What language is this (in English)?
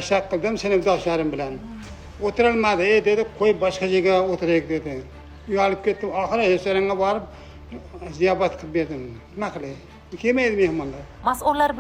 Uzbek